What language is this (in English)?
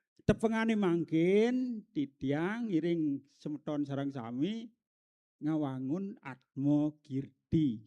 Balinese